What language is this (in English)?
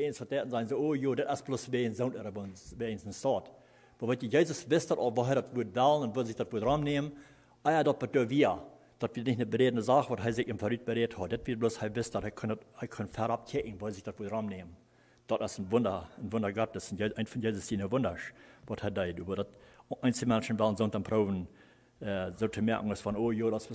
Plautdietsch